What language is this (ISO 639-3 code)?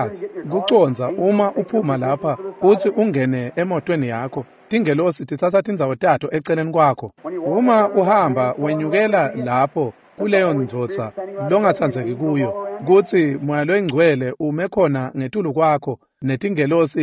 ssw